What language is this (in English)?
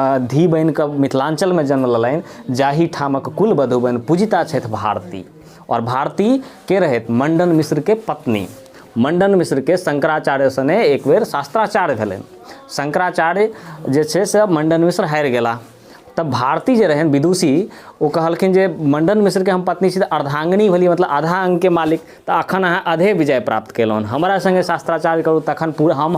Maithili